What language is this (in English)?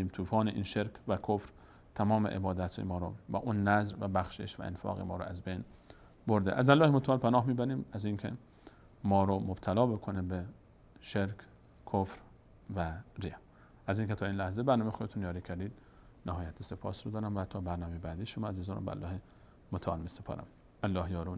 Persian